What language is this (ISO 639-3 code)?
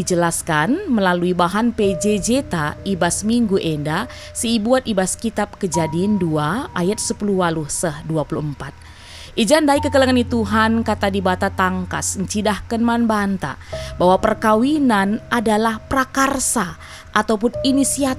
btx